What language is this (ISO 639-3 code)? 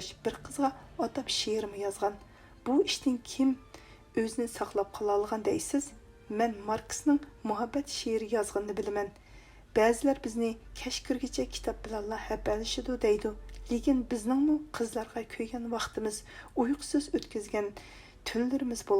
uig